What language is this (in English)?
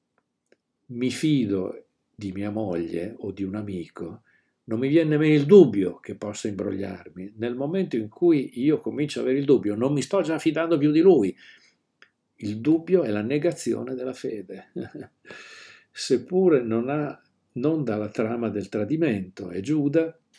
Italian